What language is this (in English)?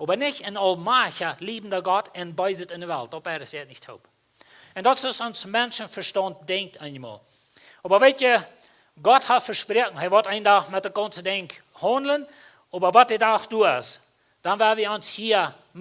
Plautdietsch